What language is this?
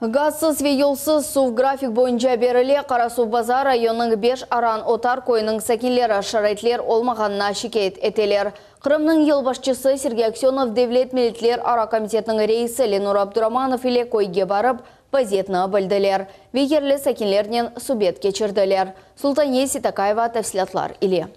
Crimean Tatar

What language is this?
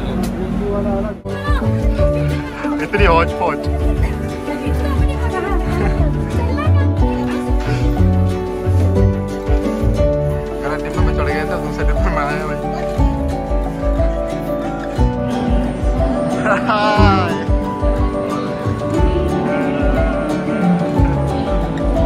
Hindi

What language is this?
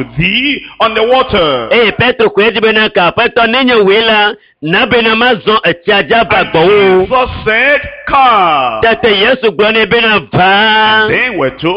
Ewe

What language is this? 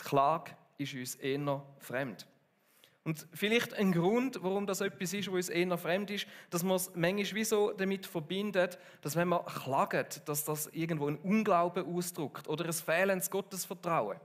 Swiss German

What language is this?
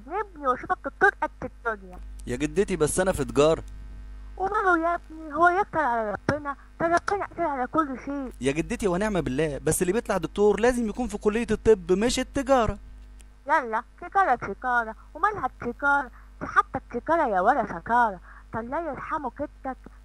Egyptian Arabic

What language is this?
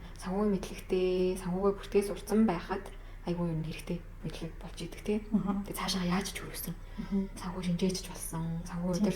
Mongolian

